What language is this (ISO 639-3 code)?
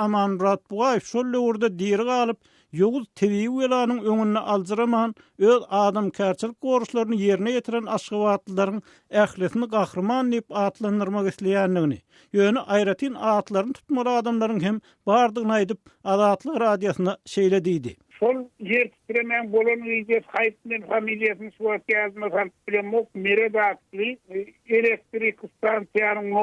tuk